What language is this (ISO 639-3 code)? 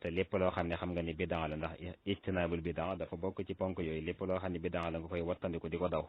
wol